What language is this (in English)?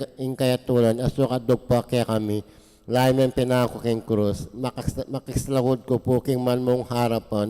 Pampanga